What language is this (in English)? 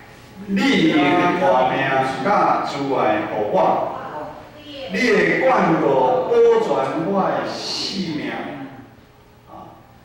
Min Nan Chinese